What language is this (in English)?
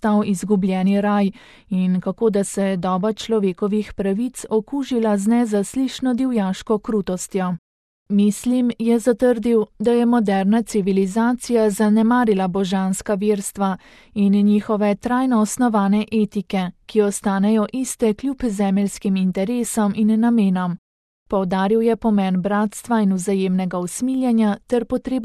Slovenian